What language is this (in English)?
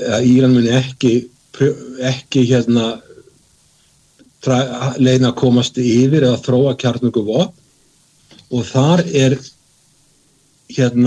Icelandic